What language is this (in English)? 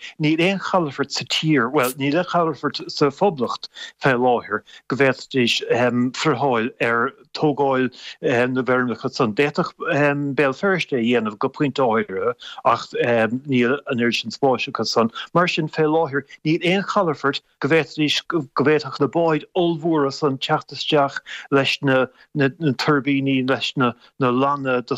Irish